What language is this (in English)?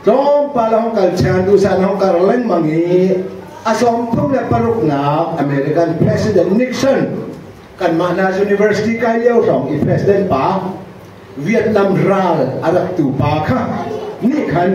Hakha Chin